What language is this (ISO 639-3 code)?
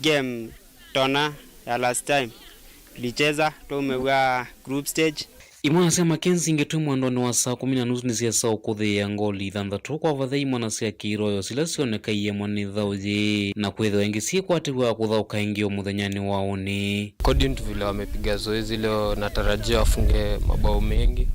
kam